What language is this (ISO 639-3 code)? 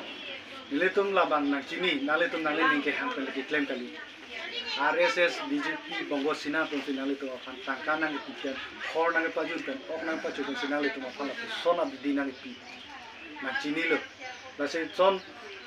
mjw